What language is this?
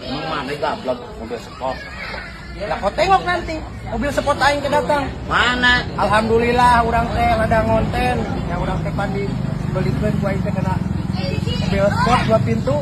Sundanese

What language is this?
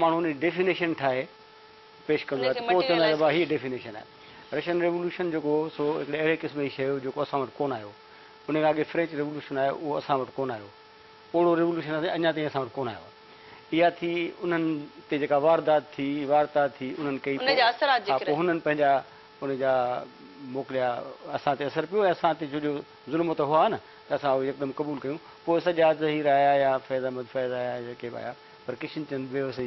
Sindhi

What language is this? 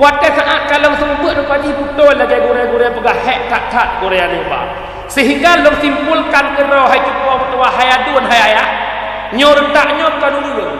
Achinese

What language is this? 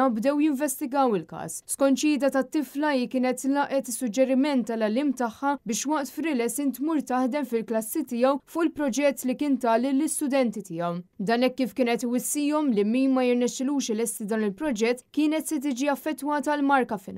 Maltese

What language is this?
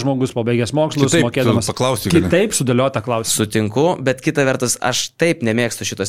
Lithuanian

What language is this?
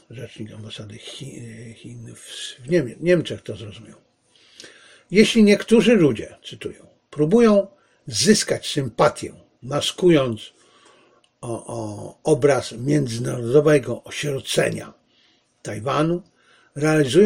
Polish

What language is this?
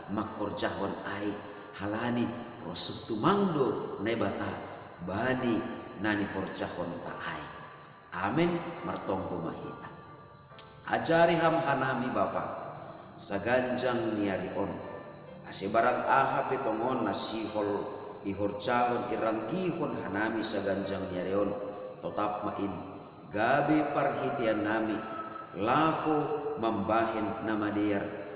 Batak Simalungun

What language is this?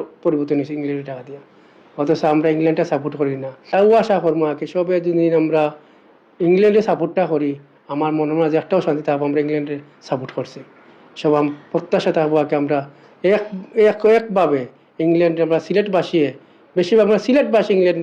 Sylheti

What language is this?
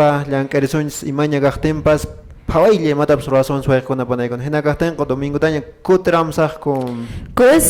Quechua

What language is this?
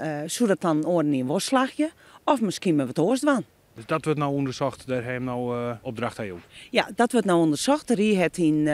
Western Frisian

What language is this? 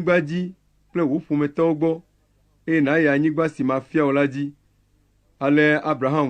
Ewe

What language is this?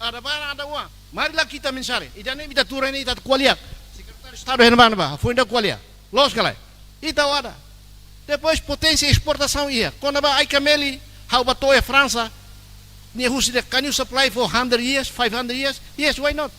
Tetum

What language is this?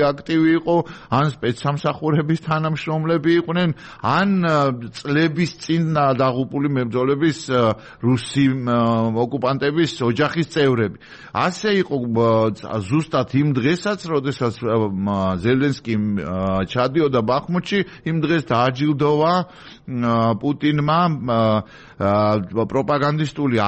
Georgian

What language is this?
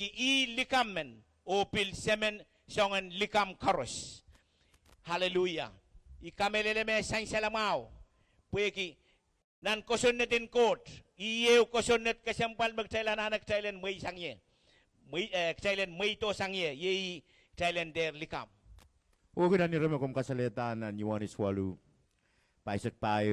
Pohnpeian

